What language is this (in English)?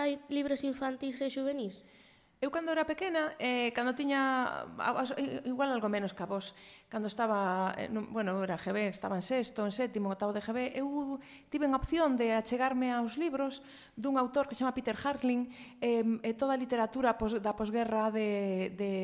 Galician